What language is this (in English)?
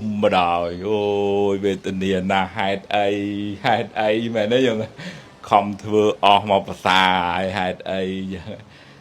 Khmer